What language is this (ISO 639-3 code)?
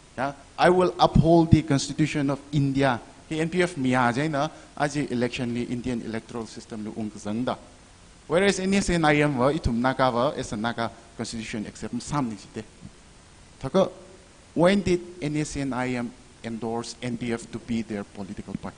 nmf